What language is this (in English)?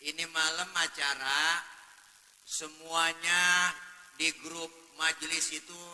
Betawi